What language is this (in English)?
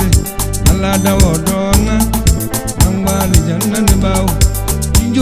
Tem